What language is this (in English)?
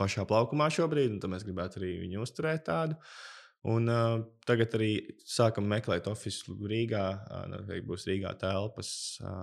Latvian